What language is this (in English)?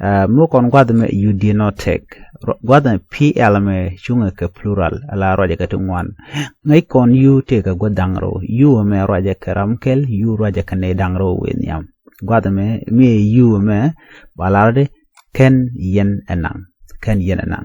Nuer